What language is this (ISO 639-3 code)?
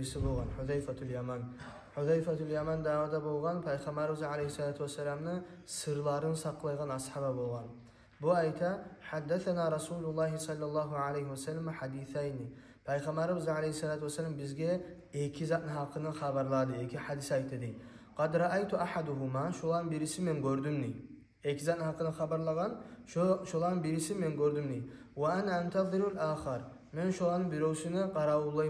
kum